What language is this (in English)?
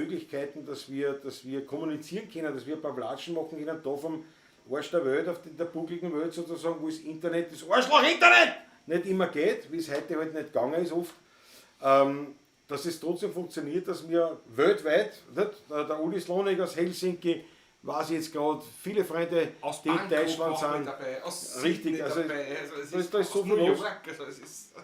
Bavarian